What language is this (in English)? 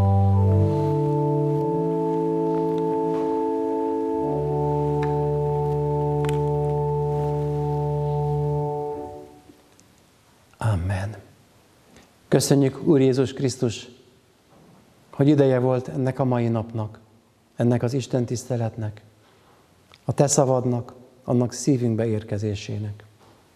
Hungarian